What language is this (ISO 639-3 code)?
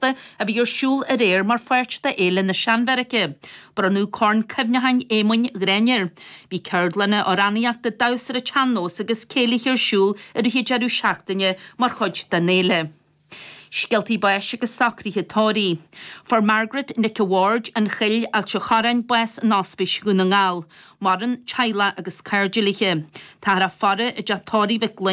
gle